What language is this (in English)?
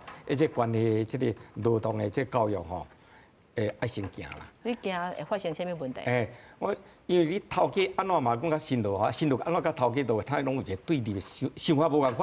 Min Nan Chinese